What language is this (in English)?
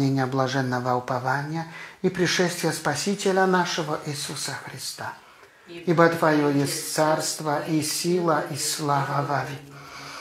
Russian